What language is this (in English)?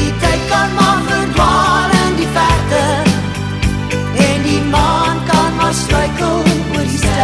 Afrikaans